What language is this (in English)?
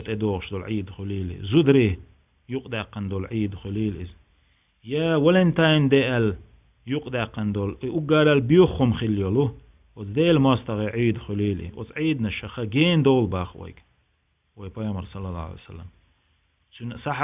Chechen